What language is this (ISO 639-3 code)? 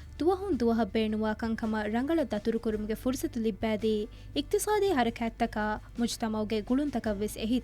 div